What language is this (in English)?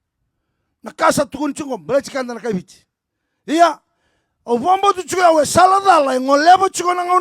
Fijian